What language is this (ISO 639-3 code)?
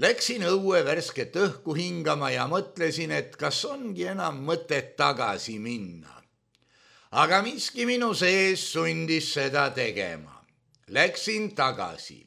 est